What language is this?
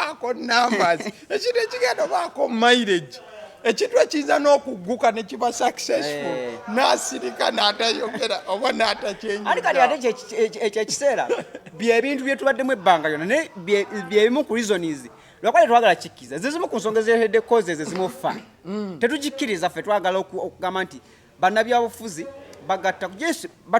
Ganda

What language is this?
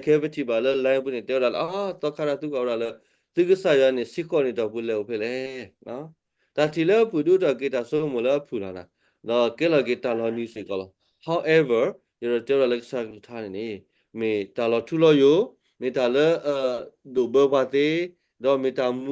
S'gaw Karen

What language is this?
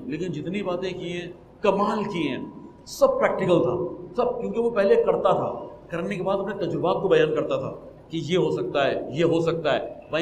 Urdu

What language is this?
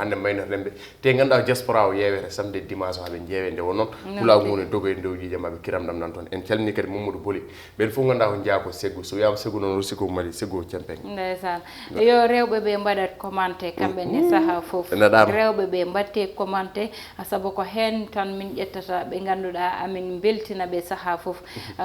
Fula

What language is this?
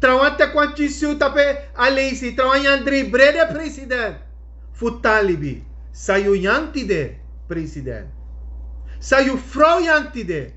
Sranan Tongo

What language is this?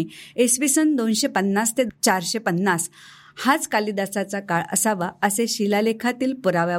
Marathi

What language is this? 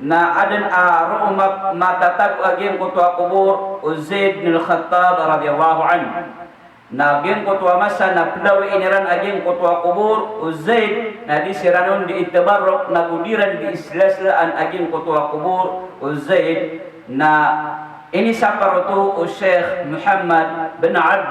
Maranao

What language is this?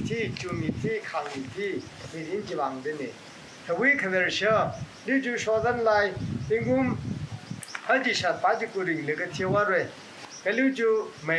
Tangkhul Naga (India)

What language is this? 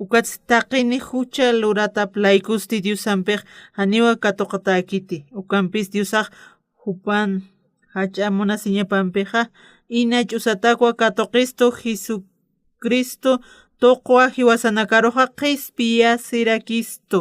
Aymara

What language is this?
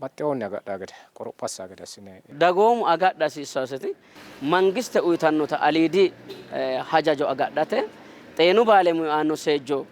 Sidamo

